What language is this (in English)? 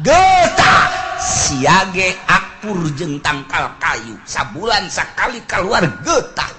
Sundanese